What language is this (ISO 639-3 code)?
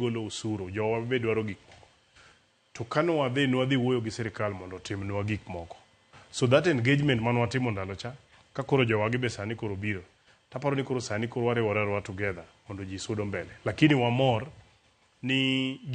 luo